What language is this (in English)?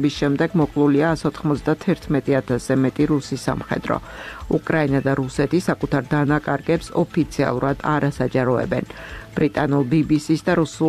Georgian